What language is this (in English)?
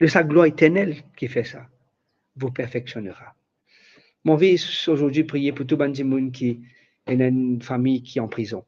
Morisyen